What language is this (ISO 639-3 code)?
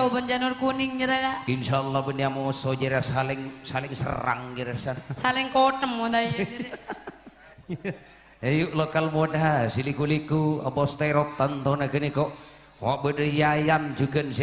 mad